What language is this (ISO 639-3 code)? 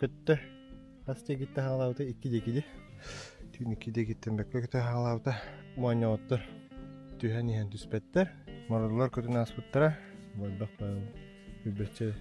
sah